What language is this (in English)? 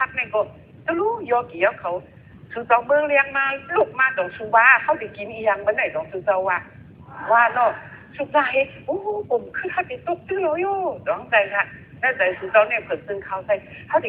Shan